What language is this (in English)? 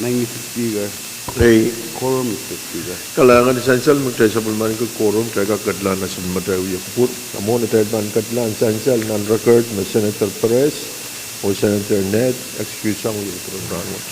Pohnpeian